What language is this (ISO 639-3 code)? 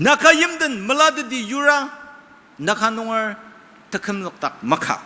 njo